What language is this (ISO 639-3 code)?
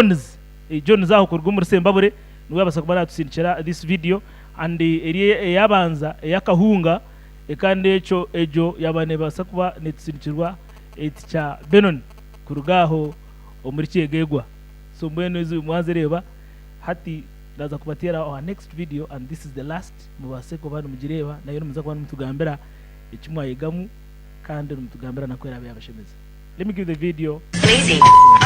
nyn